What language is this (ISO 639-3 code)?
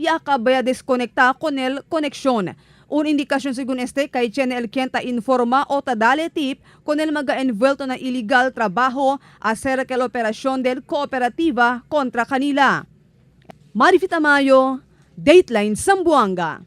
cbk